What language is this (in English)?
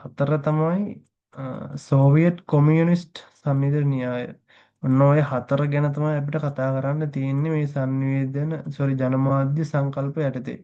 Sinhala